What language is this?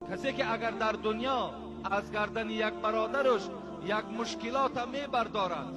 Tajik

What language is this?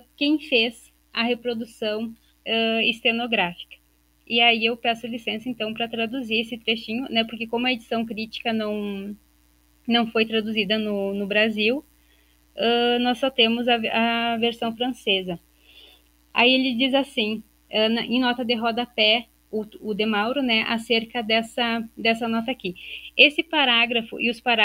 Portuguese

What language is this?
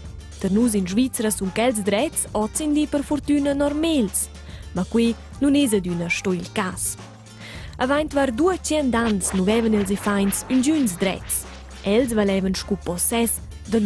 Romansh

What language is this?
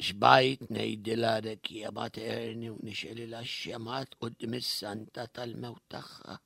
Maltese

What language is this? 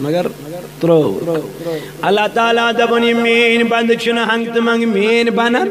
Kashmiri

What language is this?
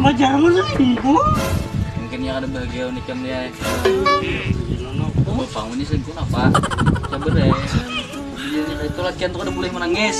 Banjar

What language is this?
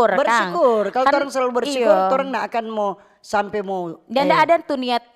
Manado Malay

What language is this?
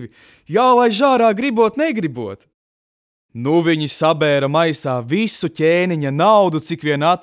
Latvian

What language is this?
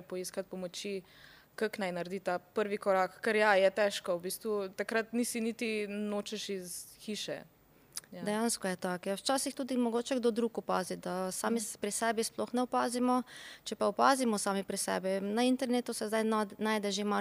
Slovenian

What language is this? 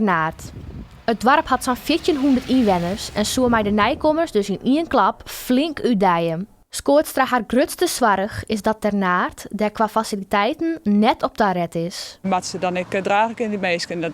Western Frisian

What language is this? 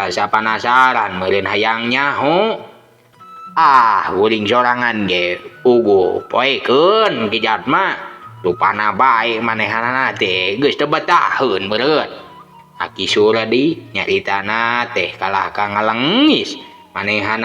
Sundanese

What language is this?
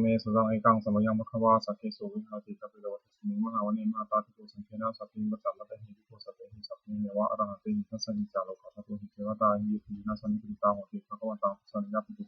Pali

